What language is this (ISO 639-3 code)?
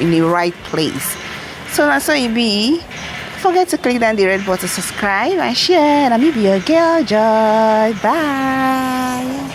pcm